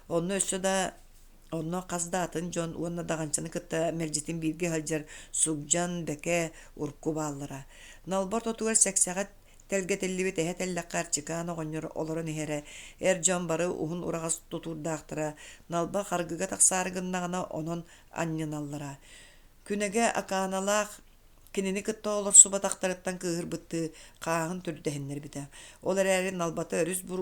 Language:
Yakut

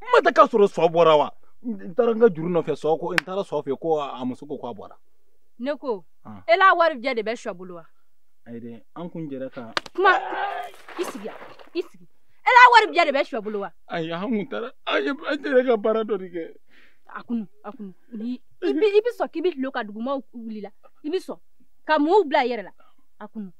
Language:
Bambara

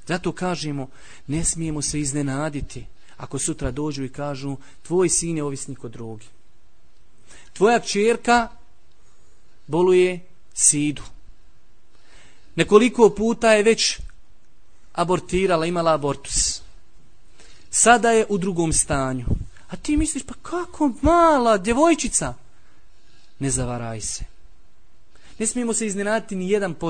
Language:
Bosnian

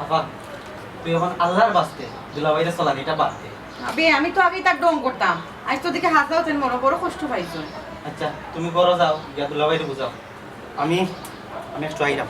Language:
Sylheti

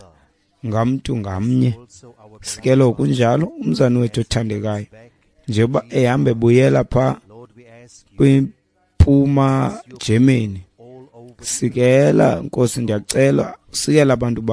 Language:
Xhosa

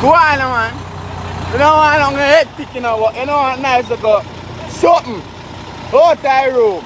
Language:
Jamaican Creole English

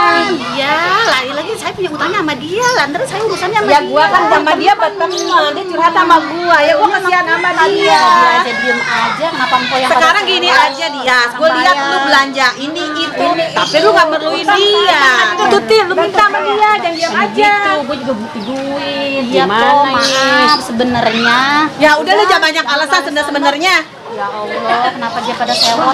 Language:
Betawi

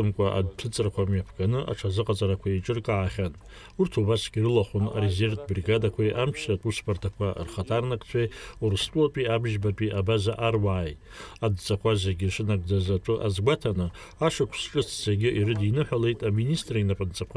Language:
Abkhazian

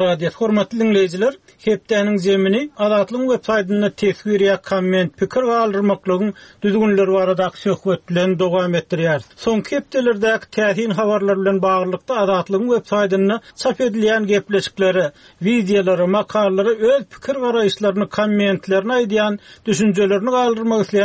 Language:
Turkmen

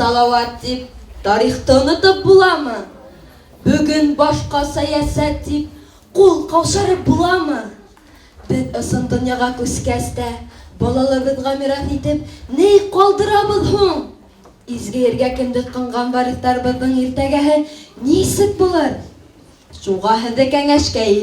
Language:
Bashkir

